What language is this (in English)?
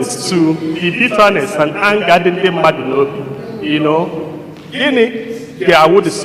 Igbo